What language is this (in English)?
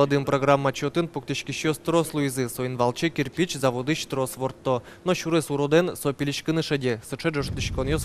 Udmurt